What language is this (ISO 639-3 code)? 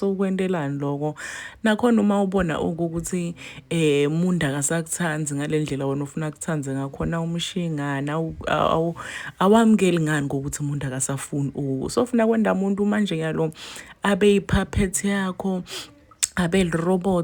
zul